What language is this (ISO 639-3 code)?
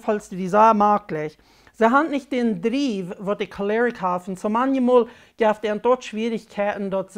pdt